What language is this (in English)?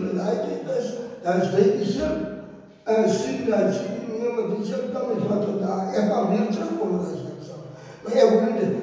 Afrikaans